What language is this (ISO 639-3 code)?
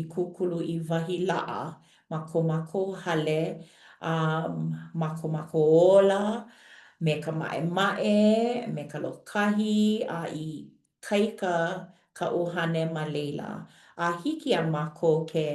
haw